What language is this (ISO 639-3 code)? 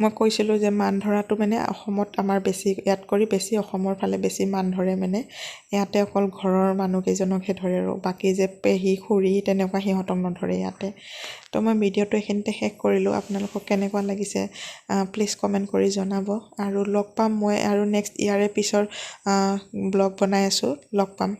asm